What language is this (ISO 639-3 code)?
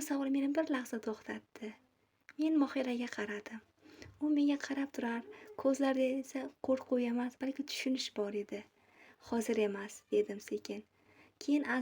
uzb